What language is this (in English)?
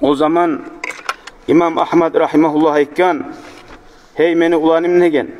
Kumyk